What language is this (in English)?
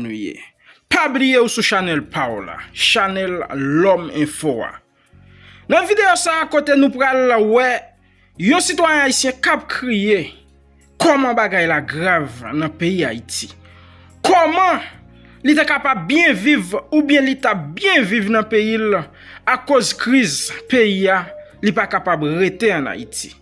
Haitian Creole